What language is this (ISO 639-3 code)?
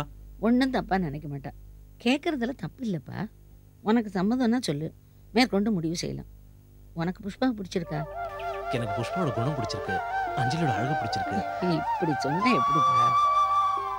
tam